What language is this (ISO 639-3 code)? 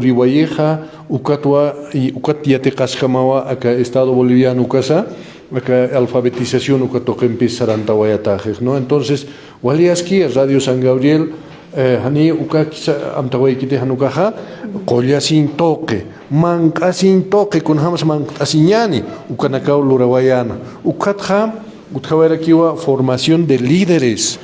aym